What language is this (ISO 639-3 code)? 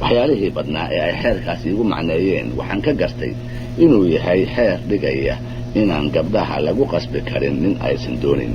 som